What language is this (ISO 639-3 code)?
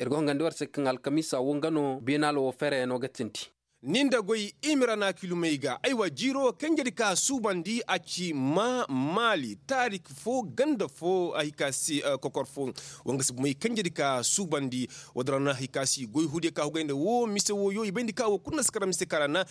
ses